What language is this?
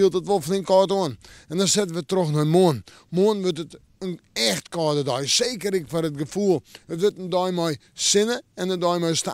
Western Frisian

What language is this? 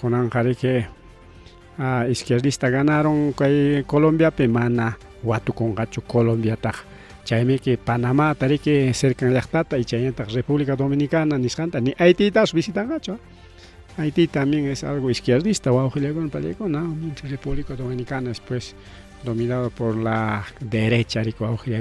Ayacucho Quechua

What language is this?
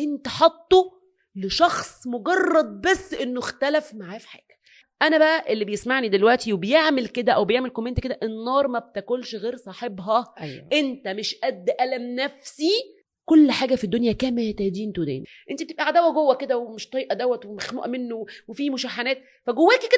Egyptian Arabic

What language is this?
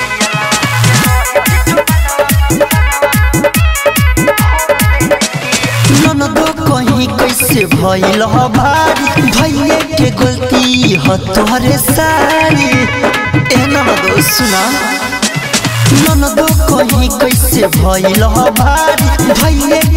Bhojpuri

